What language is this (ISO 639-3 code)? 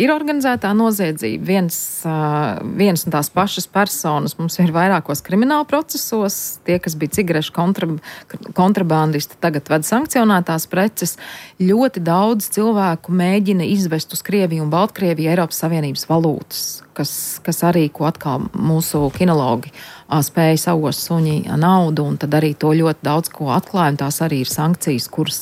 lav